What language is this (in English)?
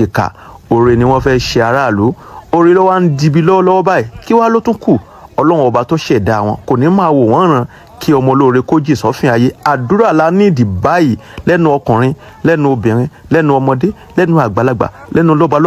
Yoruba